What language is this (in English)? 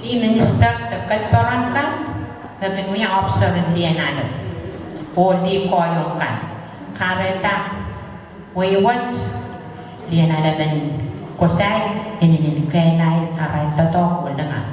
Pohnpeian